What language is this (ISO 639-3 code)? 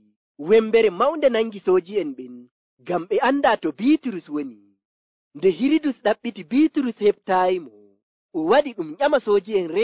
fuv